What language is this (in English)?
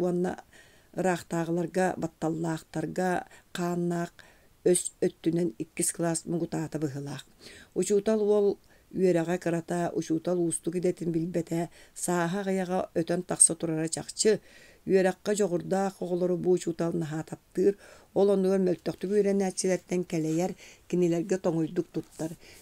Yakut